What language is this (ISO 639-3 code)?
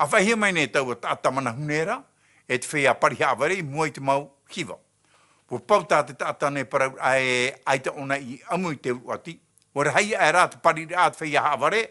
tah